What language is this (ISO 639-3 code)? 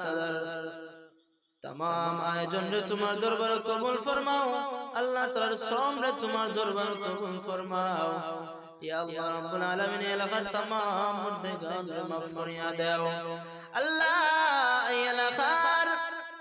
syl